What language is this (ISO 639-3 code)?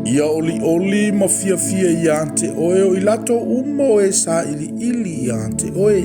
smo